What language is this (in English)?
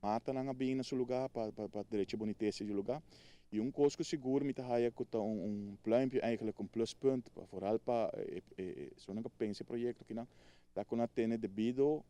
Papiamento